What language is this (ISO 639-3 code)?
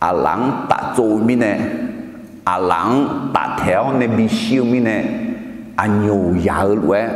ahk